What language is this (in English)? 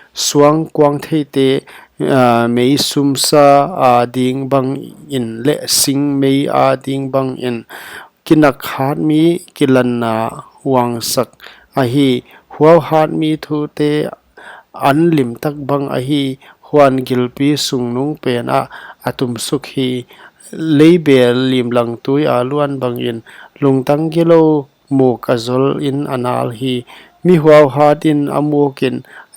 Paite Chin